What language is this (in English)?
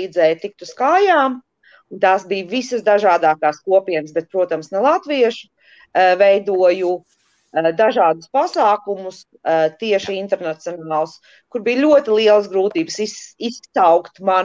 Latvian